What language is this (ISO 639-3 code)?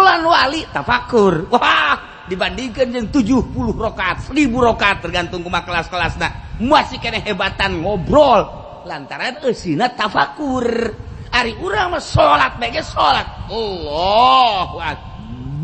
sun